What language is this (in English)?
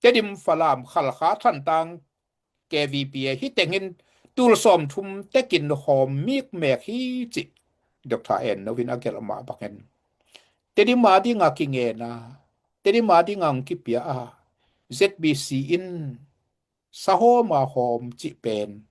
Tedim Chin